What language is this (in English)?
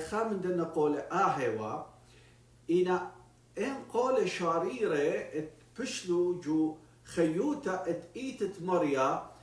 Assyrian Neo-Aramaic